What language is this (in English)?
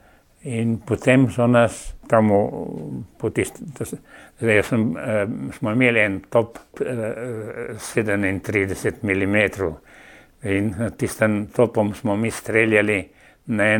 Slovenian